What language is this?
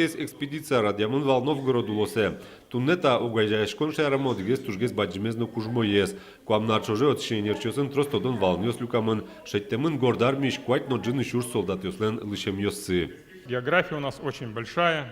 Udmurt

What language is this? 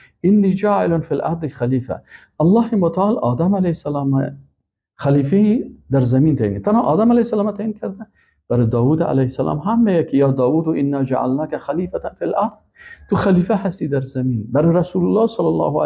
Persian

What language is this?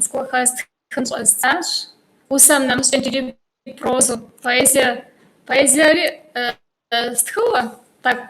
Kabardian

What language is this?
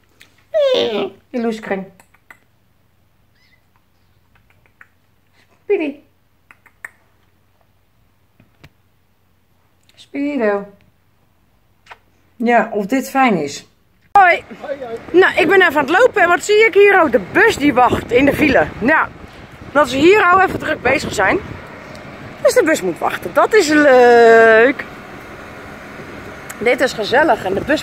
Dutch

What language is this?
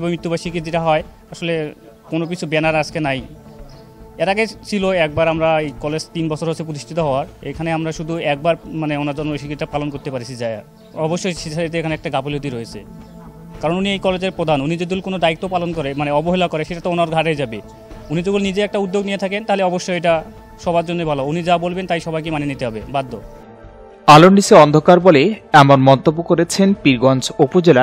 Bangla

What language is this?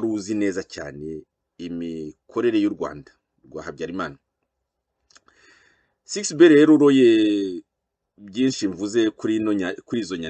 Kinyarwanda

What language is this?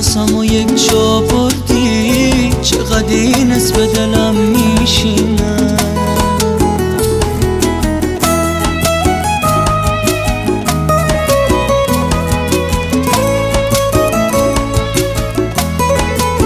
Persian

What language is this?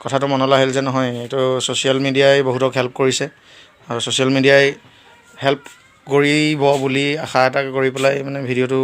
Assamese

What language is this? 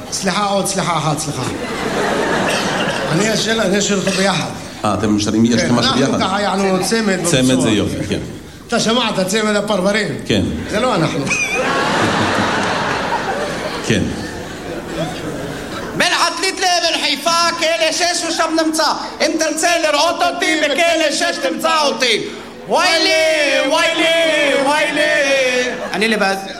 Hebrew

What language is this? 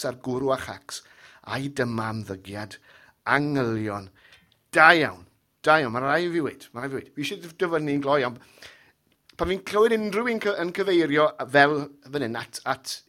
Welsh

